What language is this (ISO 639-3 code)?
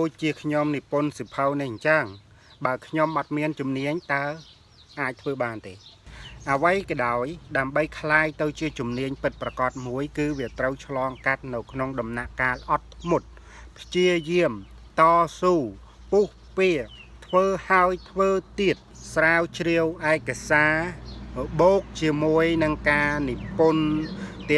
khm